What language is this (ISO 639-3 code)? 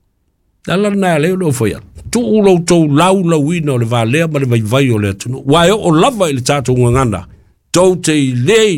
smo